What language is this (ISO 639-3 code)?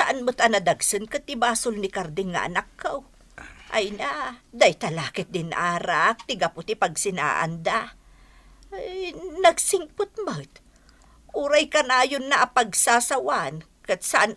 ilo